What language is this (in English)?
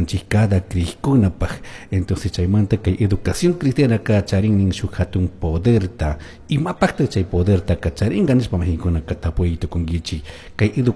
Chimborazo Highland Quichua